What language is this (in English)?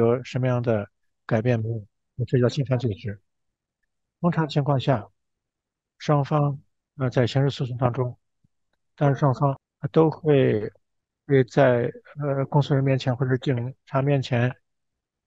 Chinese